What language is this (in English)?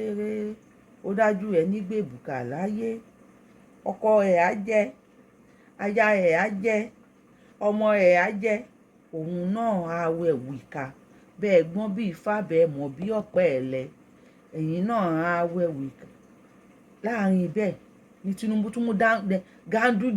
Yoruba